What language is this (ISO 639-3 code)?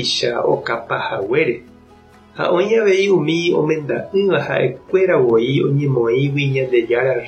grn